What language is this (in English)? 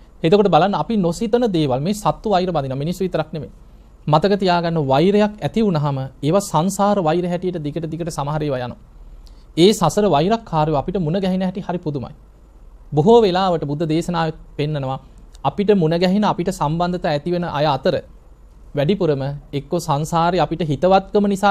Sinhala